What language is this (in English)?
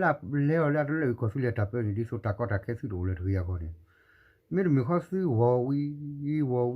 S'gaw Karen